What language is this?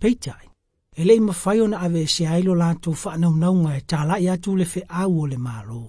Samoan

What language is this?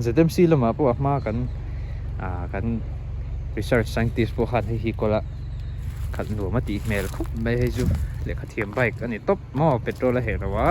Mizo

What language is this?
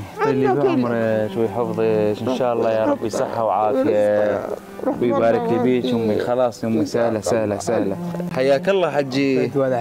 Mesopotamian Arabic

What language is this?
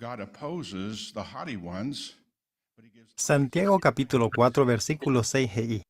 Guarani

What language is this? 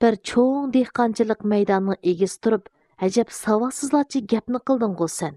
Uyghur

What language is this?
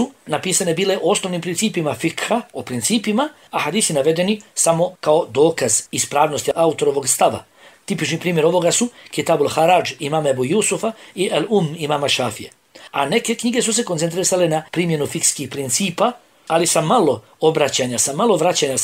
Bosnian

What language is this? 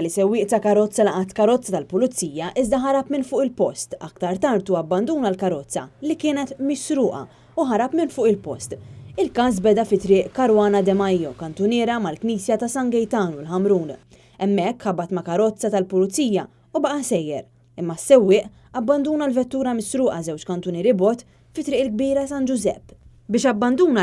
Maltese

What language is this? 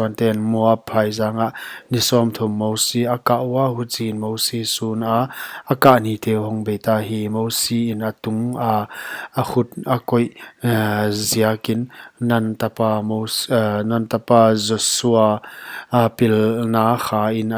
Paite Chin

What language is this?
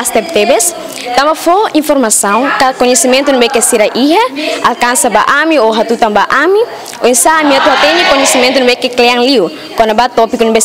Tetum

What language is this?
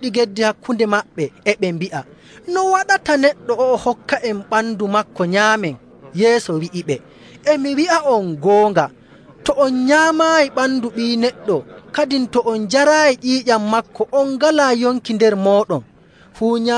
Nigerian Fulfulde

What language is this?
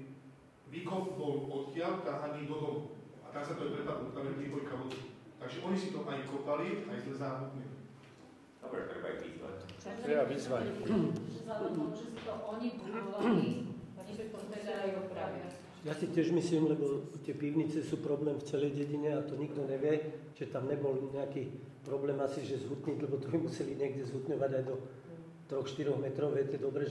Slovak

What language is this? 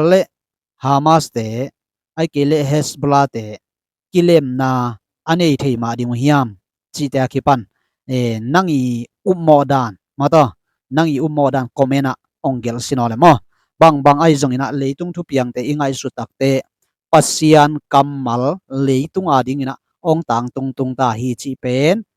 Tedim Chin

